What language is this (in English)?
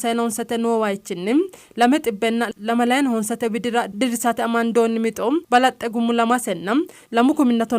Sidamo